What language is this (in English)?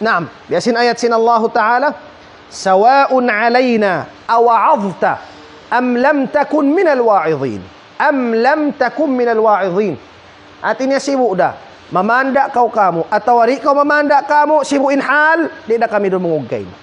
Tausug